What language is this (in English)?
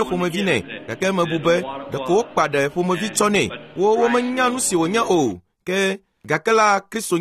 Ewe